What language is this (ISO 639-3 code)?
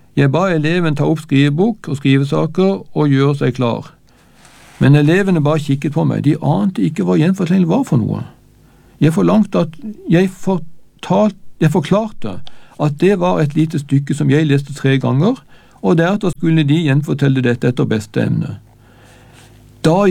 nor